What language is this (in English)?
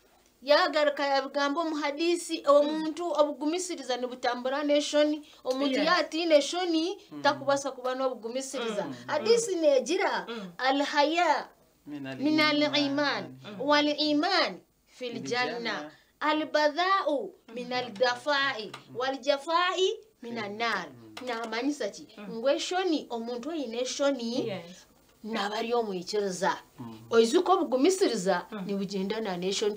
Nyankole